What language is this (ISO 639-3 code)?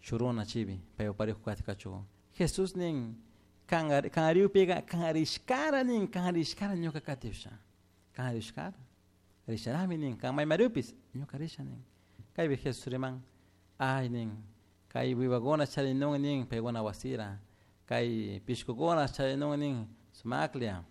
qug